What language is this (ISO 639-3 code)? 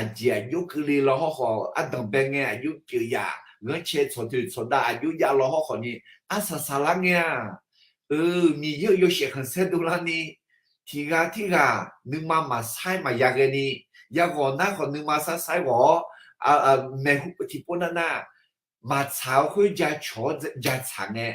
ahk